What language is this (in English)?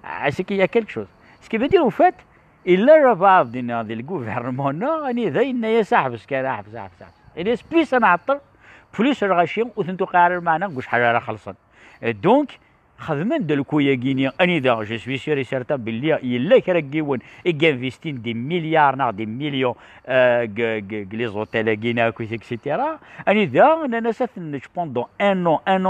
Kabyle